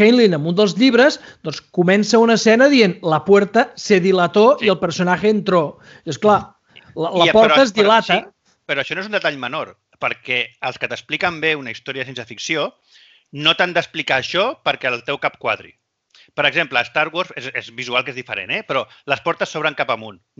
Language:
Catalan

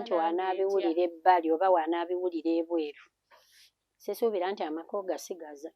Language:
Ganda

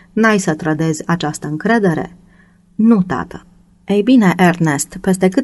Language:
Romanian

